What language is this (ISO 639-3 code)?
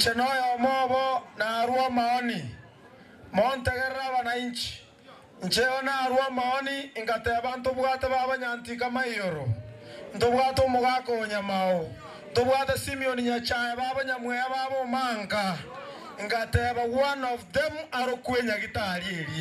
guz